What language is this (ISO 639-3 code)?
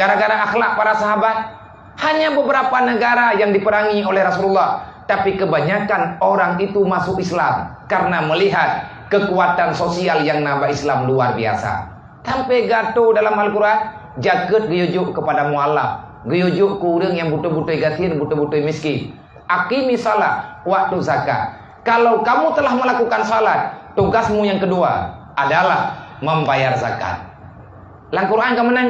ace